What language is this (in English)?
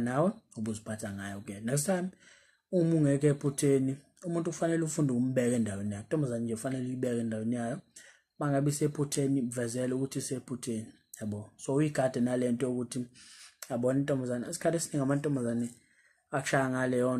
Zulu